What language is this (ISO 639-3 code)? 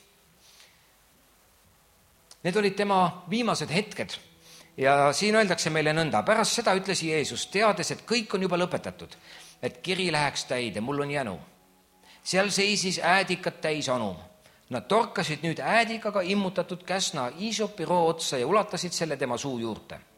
est